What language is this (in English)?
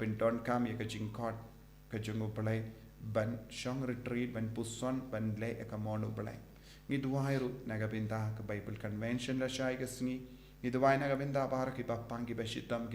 Khasi